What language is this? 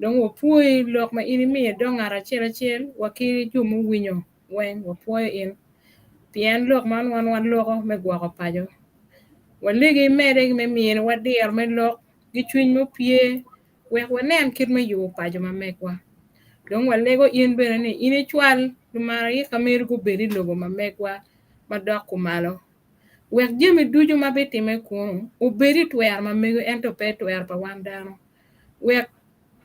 Acoli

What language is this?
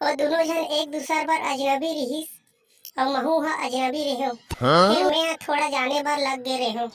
Chhattisgarhi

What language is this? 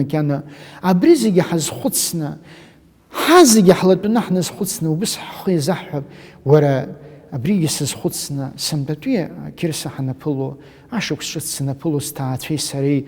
Abkhazian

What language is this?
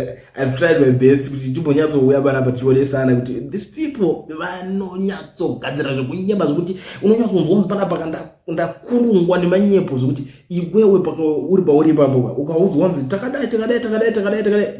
Shona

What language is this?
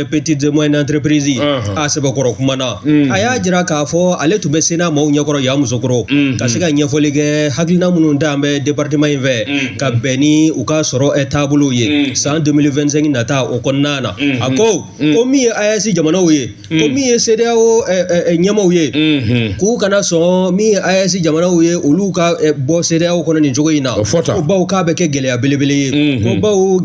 Bambara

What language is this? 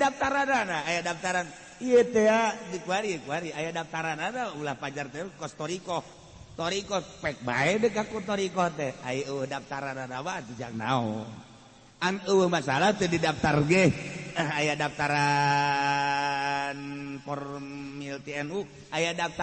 Sundanese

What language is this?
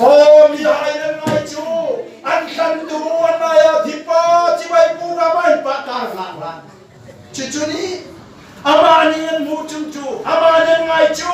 Hmar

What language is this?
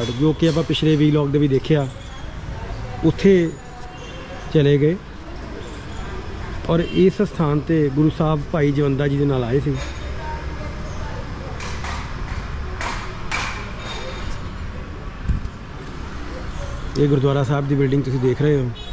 Punjabi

